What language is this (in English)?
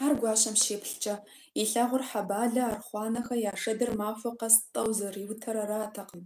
Kabardian